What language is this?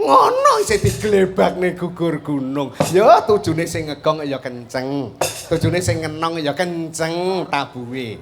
Javanese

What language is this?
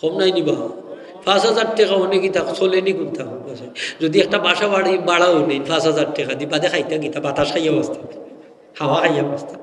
Sylheti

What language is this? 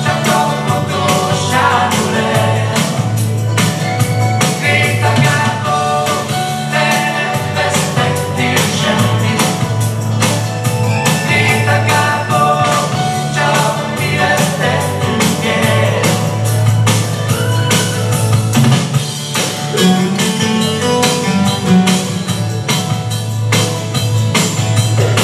Hungarian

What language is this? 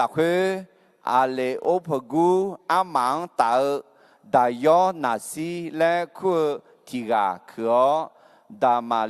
Akha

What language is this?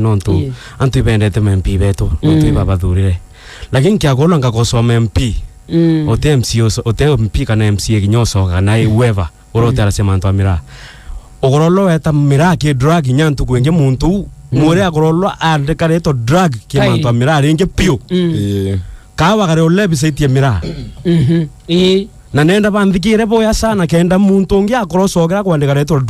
Meru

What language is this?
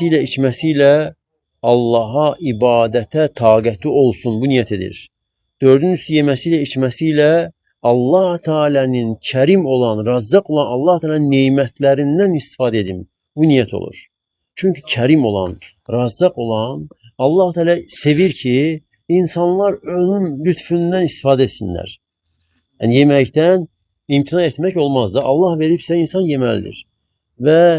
Azerbaijani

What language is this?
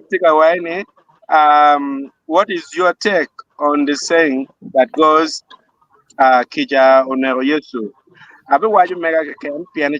Acoli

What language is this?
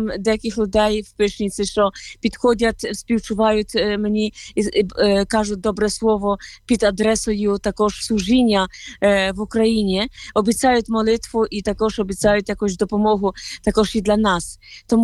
Ukrainian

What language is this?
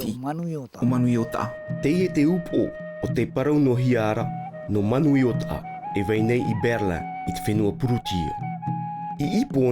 Tahitian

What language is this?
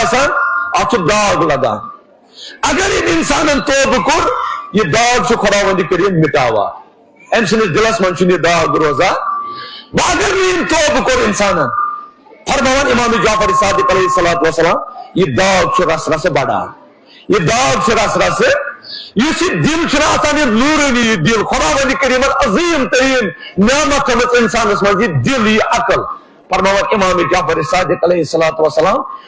Kashmiri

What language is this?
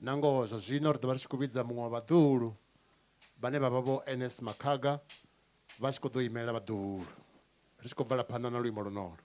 Venda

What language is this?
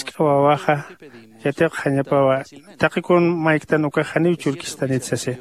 Aymara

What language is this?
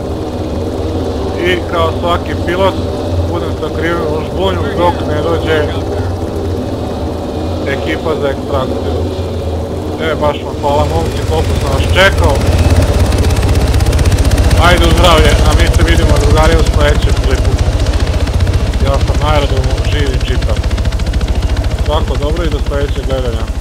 Serbian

